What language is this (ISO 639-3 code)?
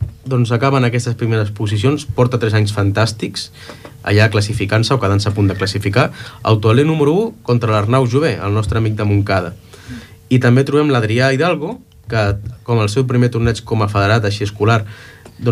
cat